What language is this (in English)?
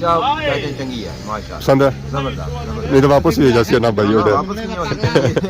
Pahari-Potwari